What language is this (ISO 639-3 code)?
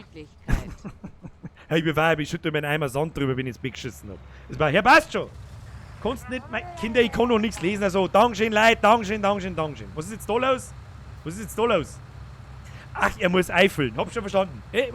bar